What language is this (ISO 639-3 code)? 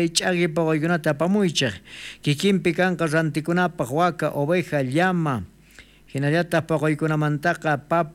quh